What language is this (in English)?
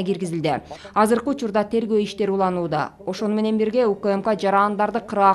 Kyrgyz